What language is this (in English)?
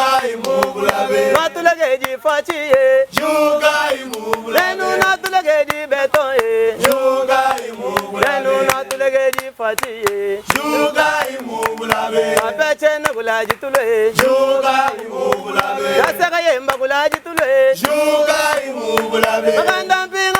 Luba-Lulua